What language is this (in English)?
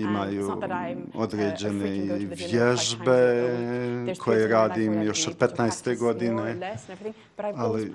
Bosnian